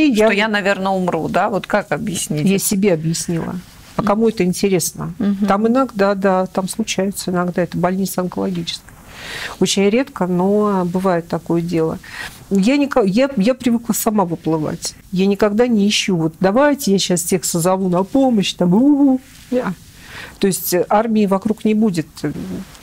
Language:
Russian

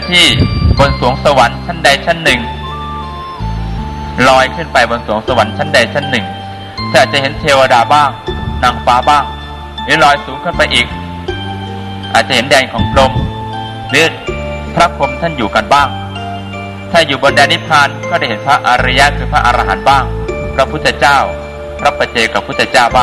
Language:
Thai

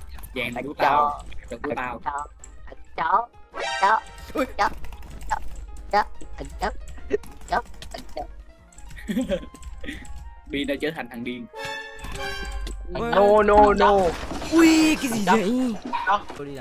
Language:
Vietnamese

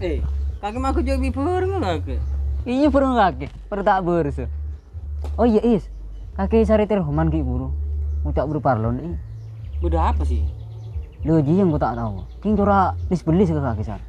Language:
Madurese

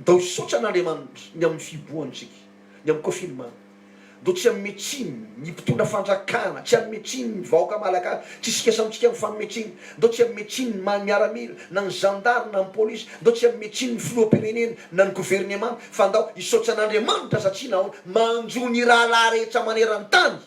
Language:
Malagasy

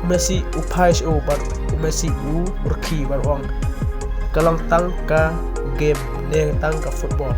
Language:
Khasi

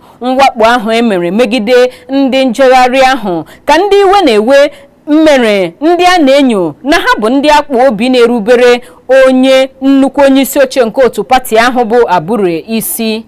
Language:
Igbo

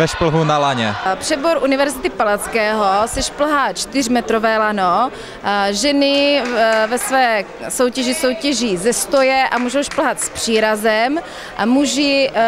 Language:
Czech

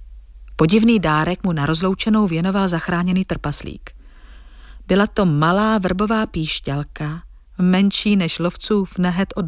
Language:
Czech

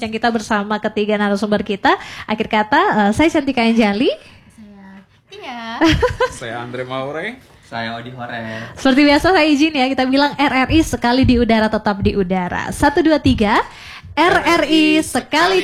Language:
Indonesian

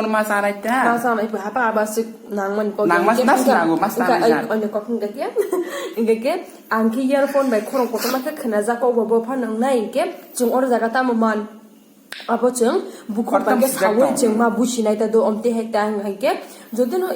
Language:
Kok Borok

